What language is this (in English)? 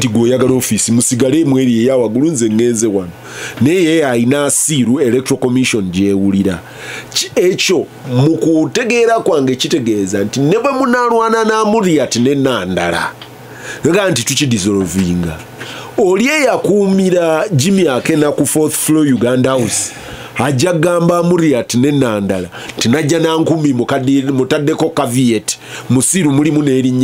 Ganda